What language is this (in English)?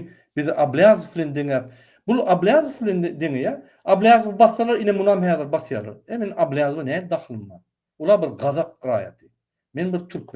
Turkmen